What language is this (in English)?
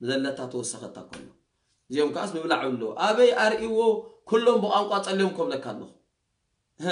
Tigrinya